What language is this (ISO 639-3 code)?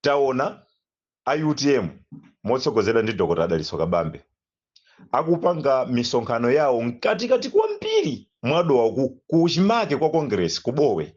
nya